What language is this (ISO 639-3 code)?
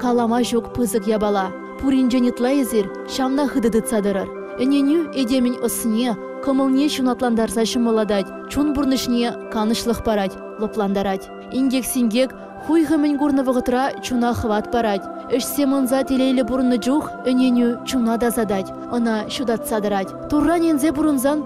chv